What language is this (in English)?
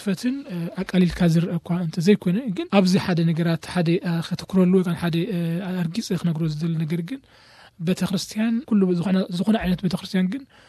Tigrinya